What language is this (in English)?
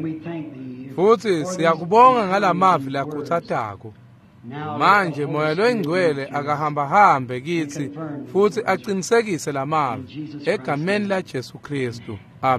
Swati